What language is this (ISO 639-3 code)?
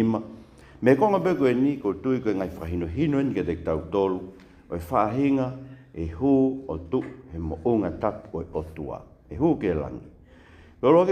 ton